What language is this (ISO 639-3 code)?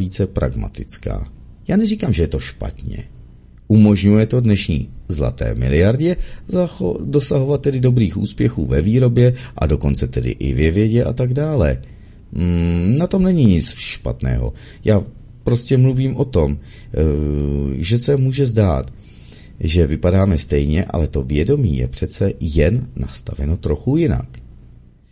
ces